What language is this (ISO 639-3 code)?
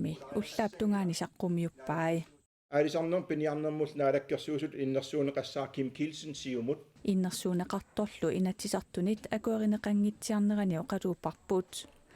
kal